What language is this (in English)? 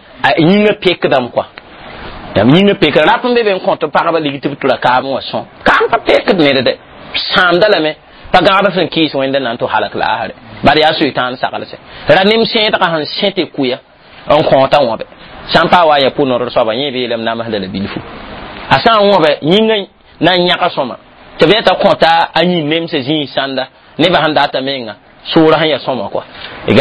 Mossi